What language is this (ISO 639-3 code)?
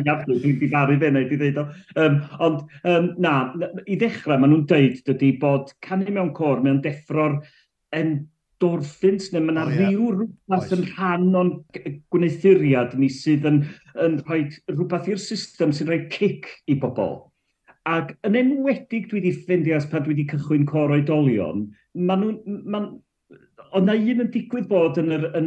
cym